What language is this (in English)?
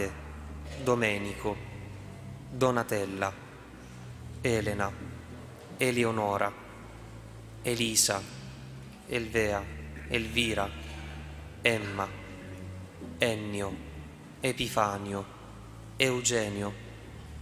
Italian